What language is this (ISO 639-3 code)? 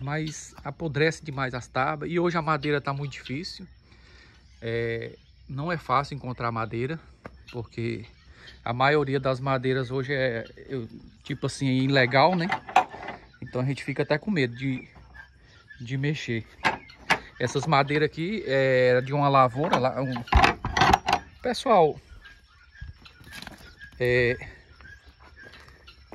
por